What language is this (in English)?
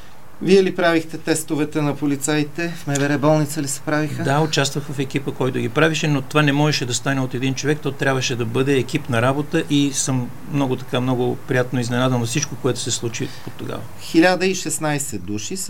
Bulgarian